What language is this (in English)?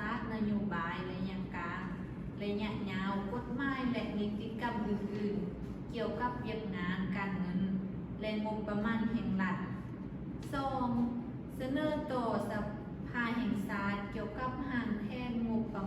Lao